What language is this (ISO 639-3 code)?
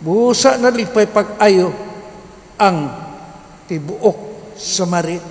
ceb